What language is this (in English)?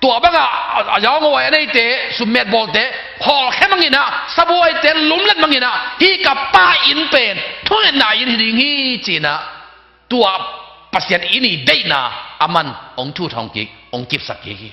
Tedim Chin